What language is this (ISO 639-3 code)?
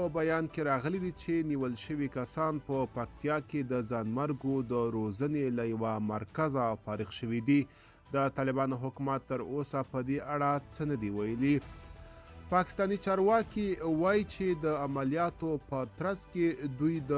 pus